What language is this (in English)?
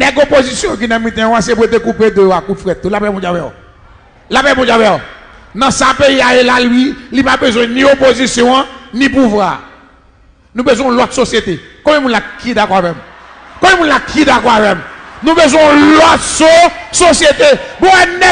Haitian Creole